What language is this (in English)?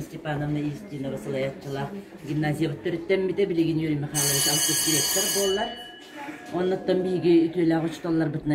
Yakut